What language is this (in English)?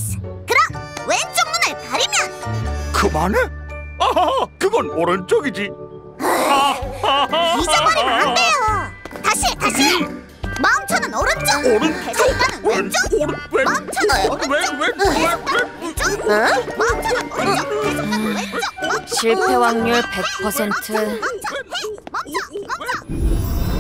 Korean